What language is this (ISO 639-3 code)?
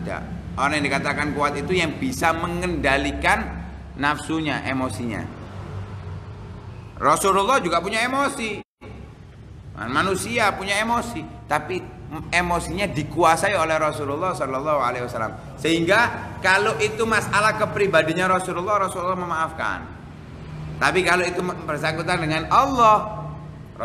ind